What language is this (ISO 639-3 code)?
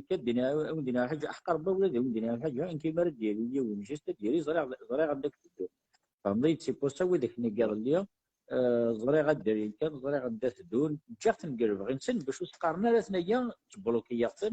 kab